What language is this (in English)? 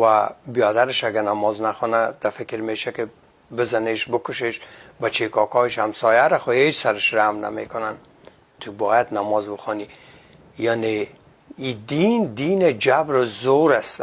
Persian